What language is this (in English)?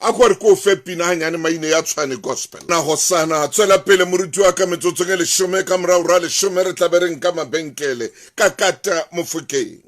Southern Sotho